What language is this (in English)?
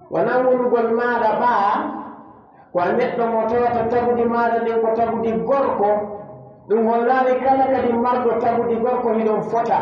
Pular